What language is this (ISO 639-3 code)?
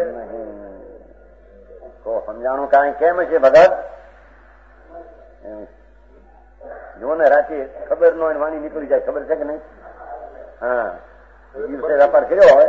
guj